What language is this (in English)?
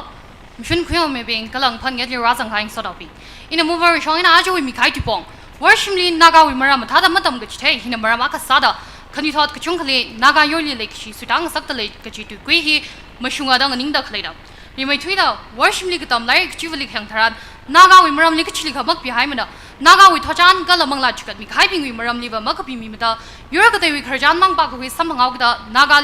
Tangkhul Naga (India)